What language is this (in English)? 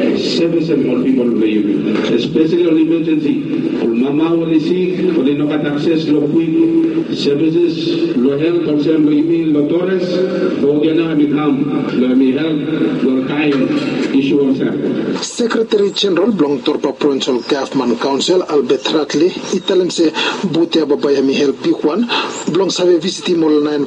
Bislama